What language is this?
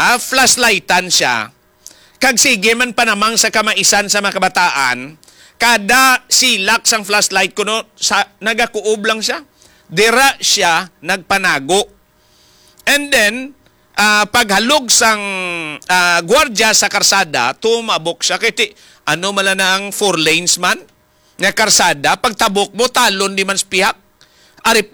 Hiligaynon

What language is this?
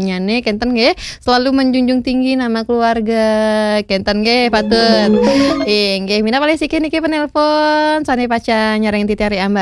Balinese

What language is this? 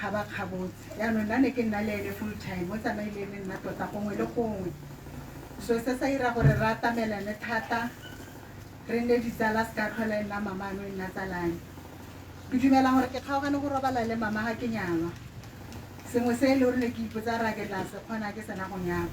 Tswana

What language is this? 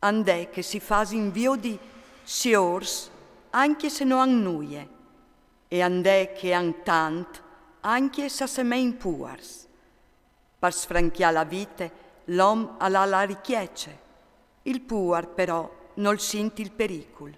Friulian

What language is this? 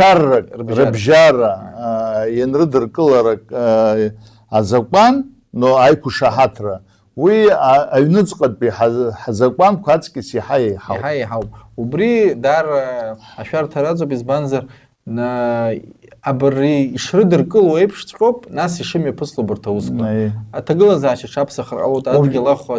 Abkhazian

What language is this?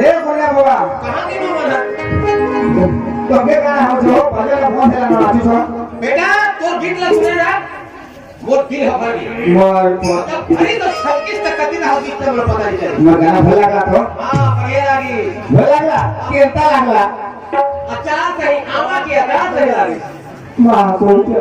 Chhattisgarhi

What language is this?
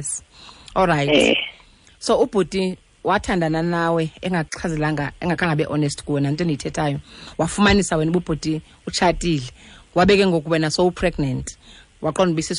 Xhosa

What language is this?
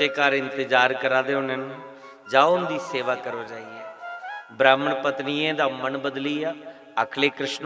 Dogri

